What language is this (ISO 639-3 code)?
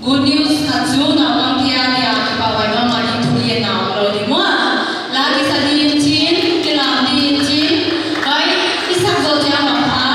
pck